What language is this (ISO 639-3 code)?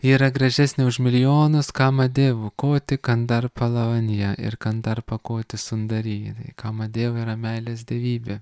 lit